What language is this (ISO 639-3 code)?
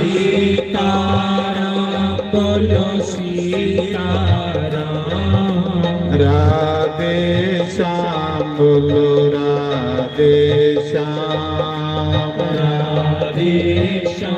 doi